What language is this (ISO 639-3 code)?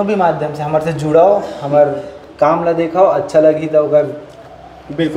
hne